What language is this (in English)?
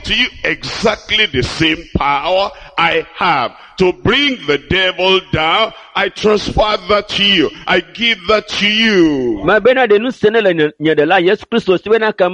Ewe